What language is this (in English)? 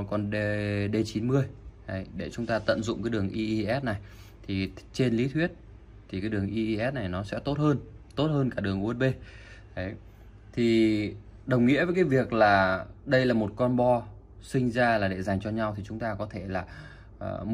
Vietnamese